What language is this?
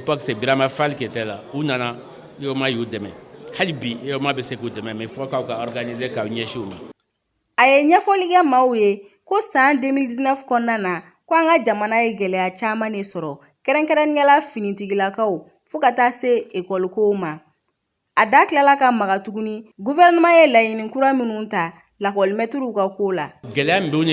Bambara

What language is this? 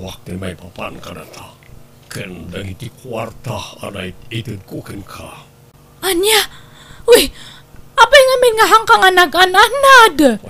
Iloko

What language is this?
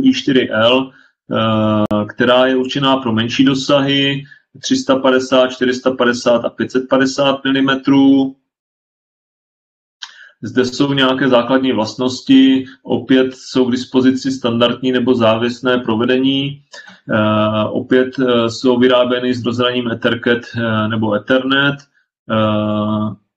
Czech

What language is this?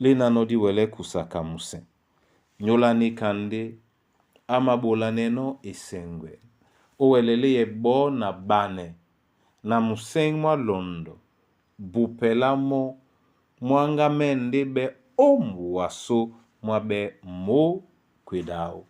Duala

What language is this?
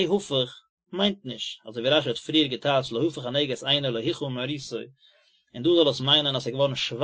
Yiddish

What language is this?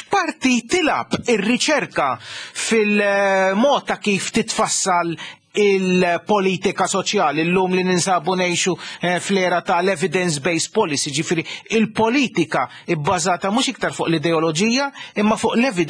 Maltese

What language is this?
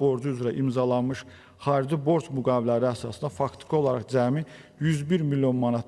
Azerbaijani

